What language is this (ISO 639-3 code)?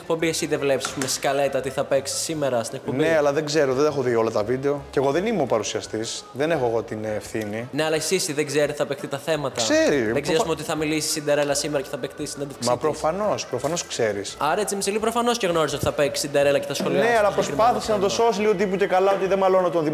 ell